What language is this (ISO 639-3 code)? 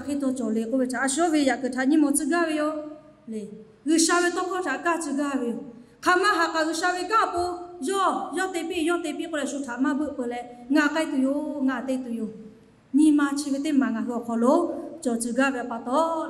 lhu